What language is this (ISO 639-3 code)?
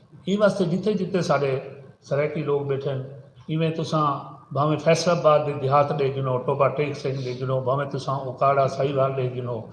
skr